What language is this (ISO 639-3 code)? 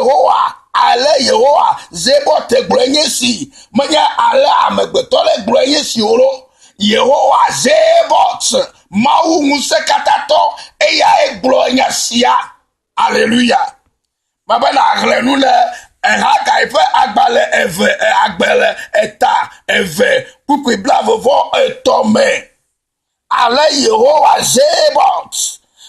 ewe